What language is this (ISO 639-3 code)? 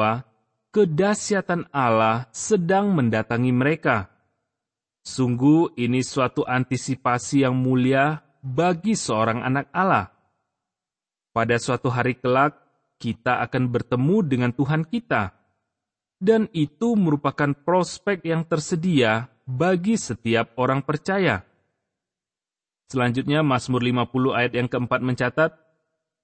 ind